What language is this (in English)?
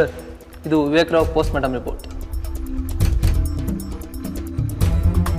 Kannada